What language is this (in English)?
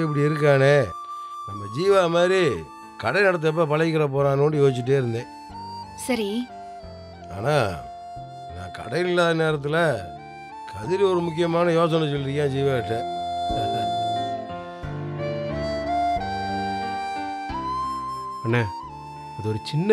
Tamil